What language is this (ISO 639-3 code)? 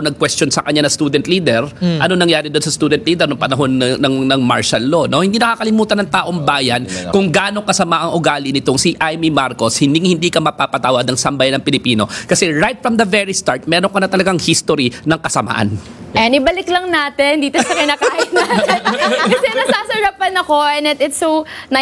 fil